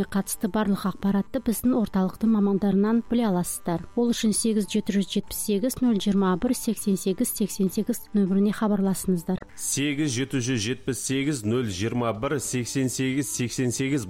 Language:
Kazakh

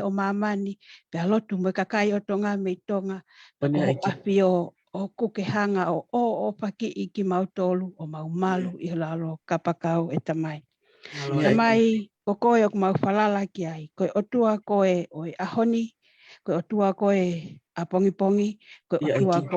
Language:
Tongan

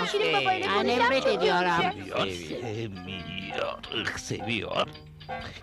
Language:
Turkish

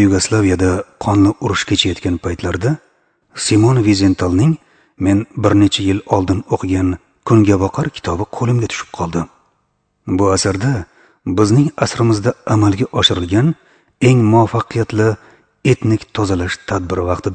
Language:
Uzbek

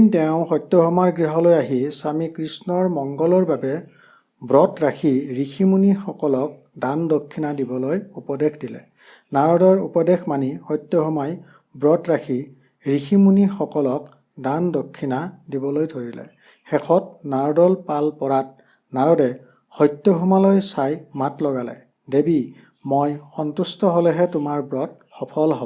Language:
Assamese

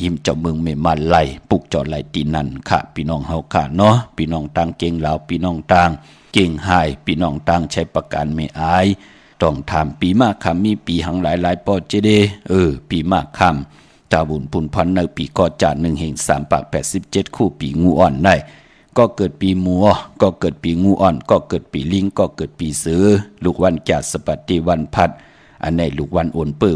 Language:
Shan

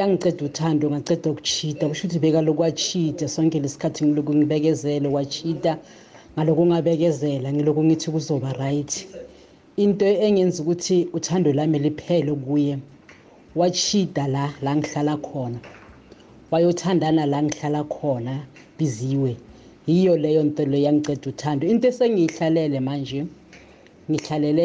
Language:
South Ndebele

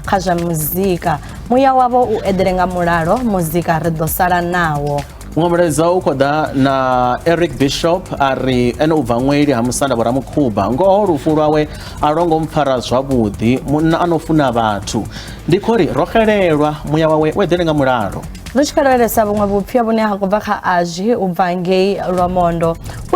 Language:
Venda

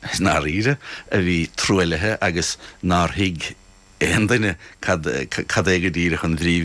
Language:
Irish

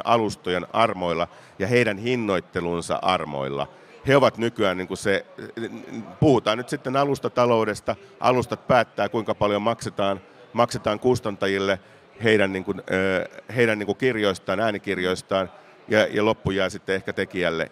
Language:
Finnish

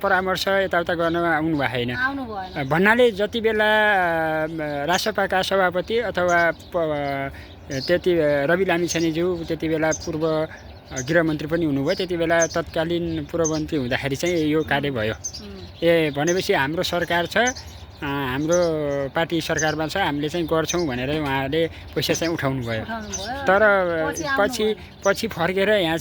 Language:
Nepali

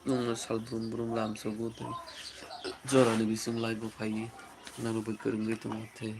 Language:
Kok Borok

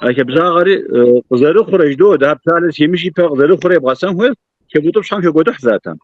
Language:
Kabardian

